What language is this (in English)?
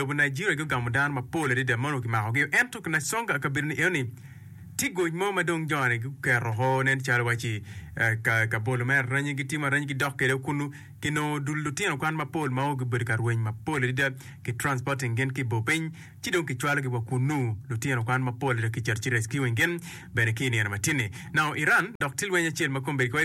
Acoli